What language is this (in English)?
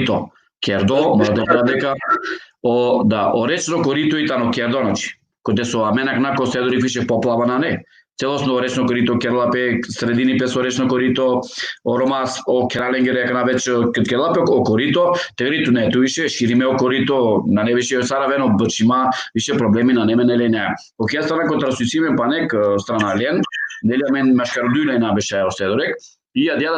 Balkan Romani